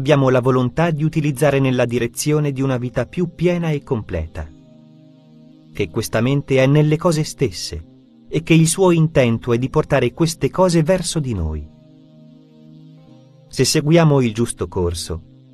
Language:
Italian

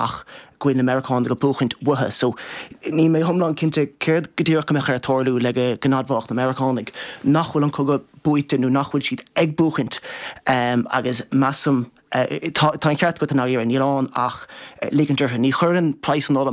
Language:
Irish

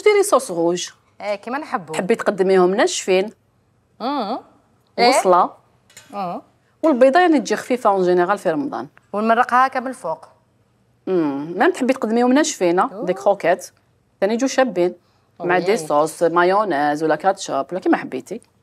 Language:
Algerian Arabic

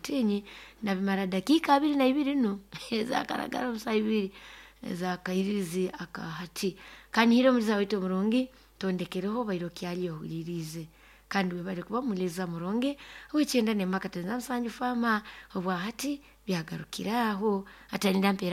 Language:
Nyoro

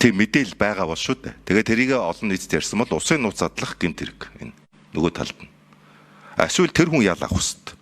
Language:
Mongolian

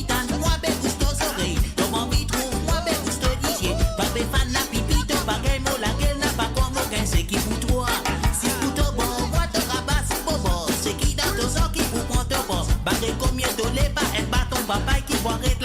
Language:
Morisyen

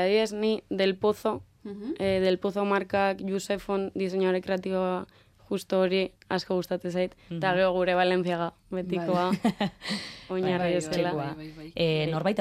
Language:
Basque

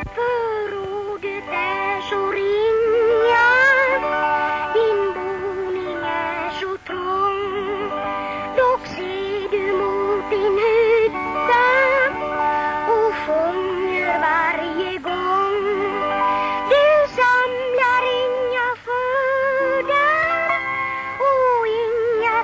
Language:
Swedish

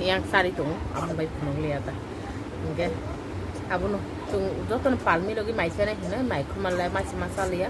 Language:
Kok Borok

